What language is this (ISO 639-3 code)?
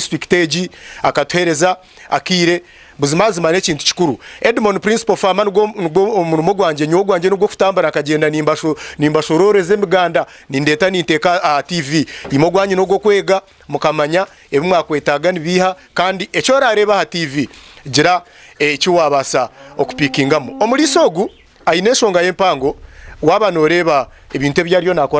nyn